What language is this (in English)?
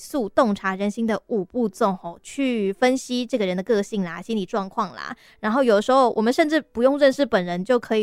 Chinese